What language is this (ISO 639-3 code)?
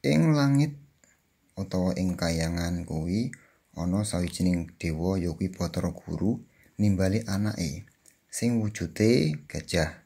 jav